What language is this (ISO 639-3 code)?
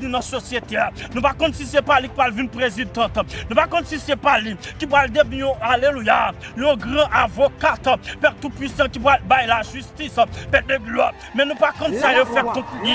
hat